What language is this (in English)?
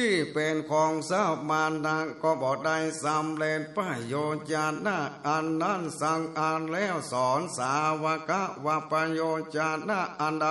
Northern Thai